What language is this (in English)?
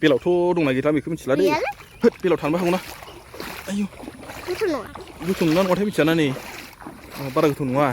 Bodo